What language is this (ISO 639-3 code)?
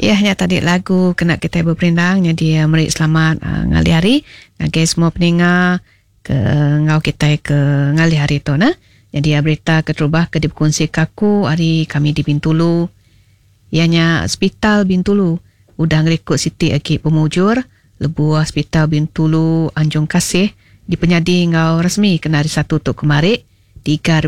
iba